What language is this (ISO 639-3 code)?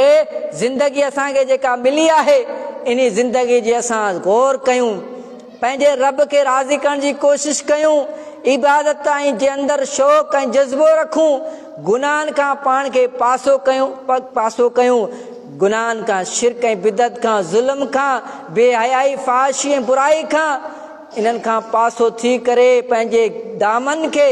snd